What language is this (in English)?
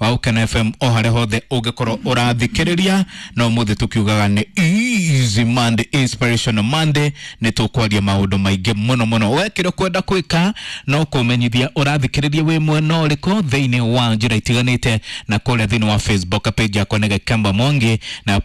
Kikuyu